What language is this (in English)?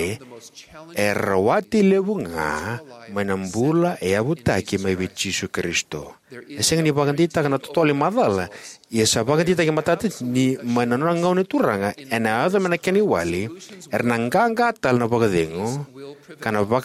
Fijian